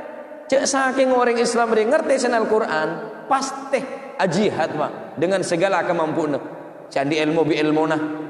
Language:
Madurese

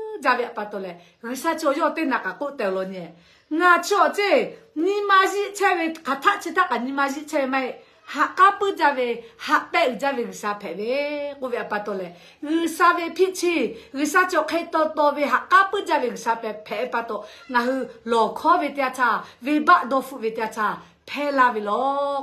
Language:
Lahu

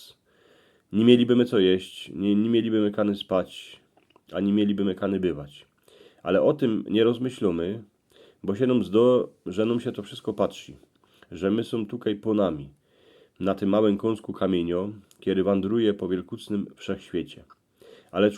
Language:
Silesian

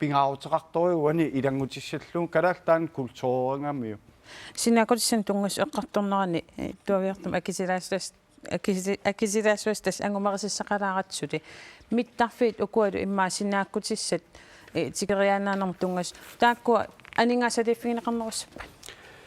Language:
Kalaallisut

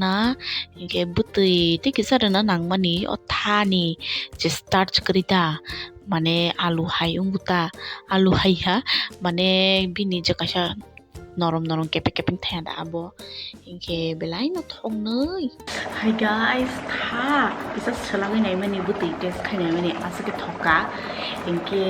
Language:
Kok Borok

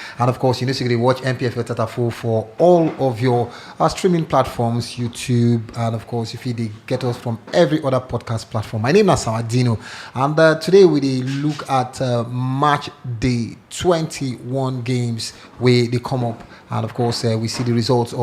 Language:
Nigerian Pidgin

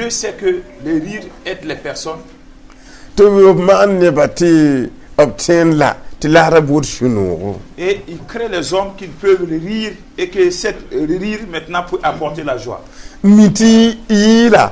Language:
Mossi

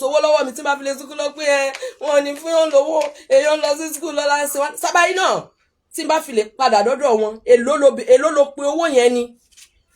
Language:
Yoruba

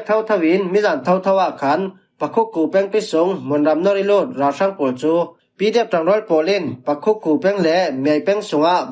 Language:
Falam Chin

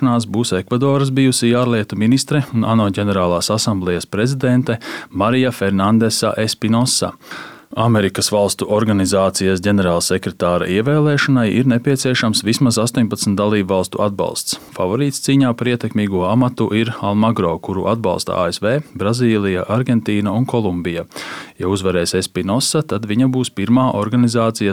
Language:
Latvian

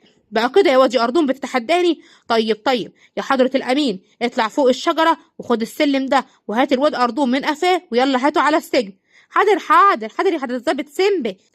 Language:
Egyptian Arabic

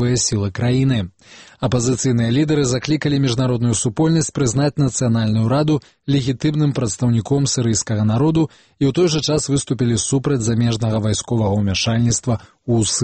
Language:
Belarusian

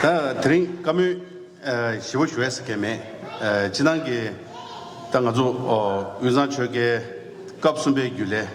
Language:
Tibetan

